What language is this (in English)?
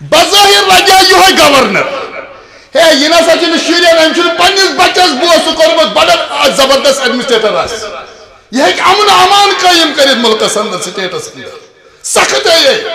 Kashmiri